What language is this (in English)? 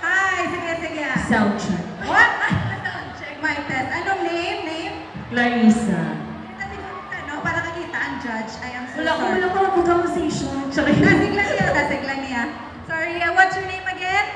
Hiligaynon